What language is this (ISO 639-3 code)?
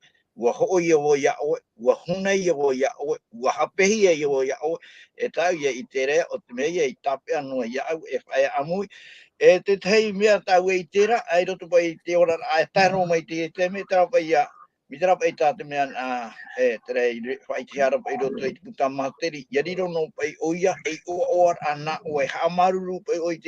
tah